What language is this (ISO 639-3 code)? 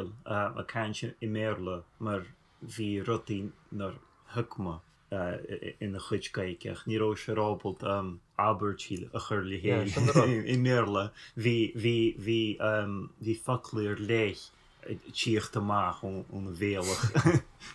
gle